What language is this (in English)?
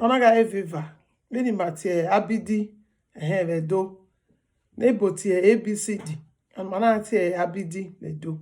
Bini